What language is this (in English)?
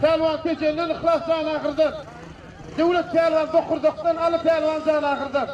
Turkmen